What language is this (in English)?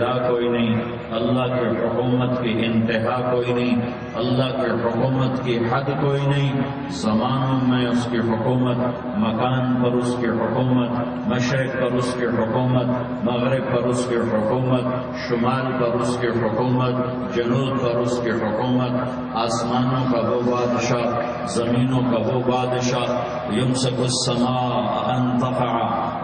Urdu